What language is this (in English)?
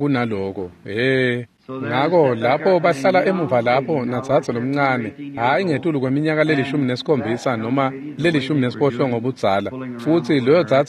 Swati